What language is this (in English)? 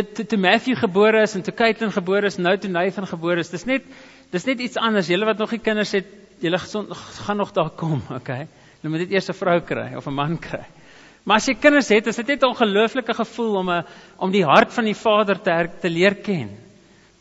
Afrikaans